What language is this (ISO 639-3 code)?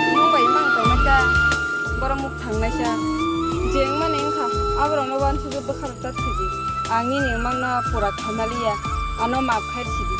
trp